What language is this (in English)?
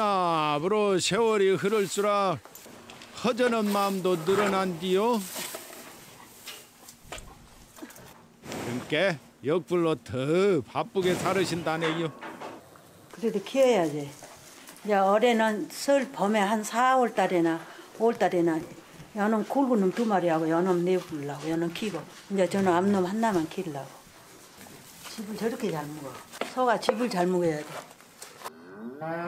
Korean